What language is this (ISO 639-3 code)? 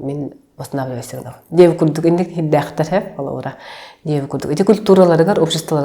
sah